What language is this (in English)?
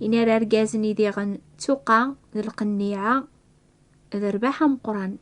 Kabyle